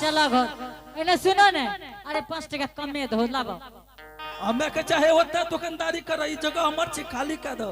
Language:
Angika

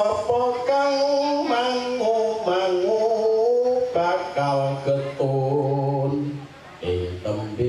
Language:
Javanese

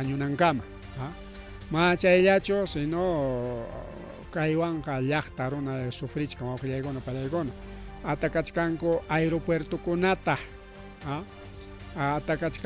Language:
Ayacucho Quechua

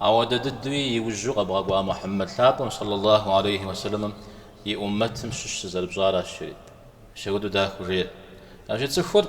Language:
Kabardian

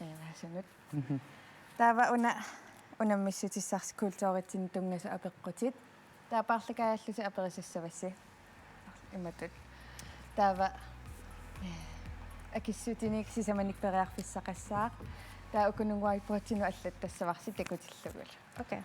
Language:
Kalaallisut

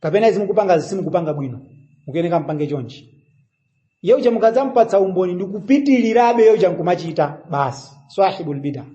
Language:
Nyanja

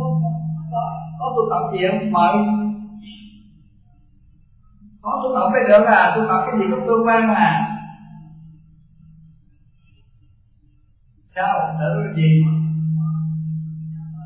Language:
Vietnamese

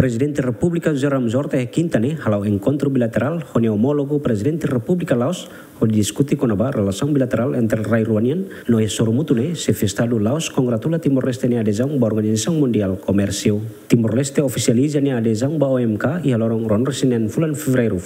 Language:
Tetum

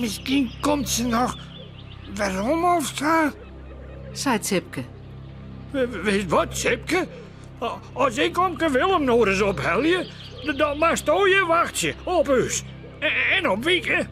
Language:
Western Frisian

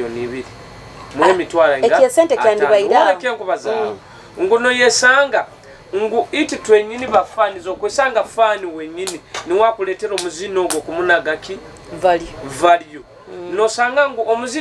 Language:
Nyoro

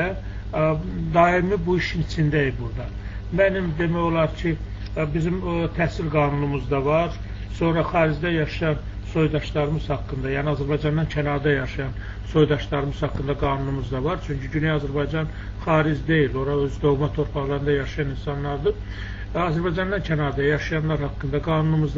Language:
Azerbaijani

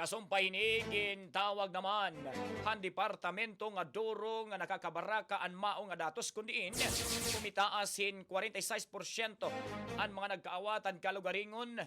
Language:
Waray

